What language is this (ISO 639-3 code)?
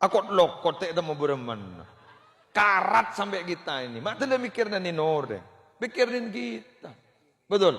mad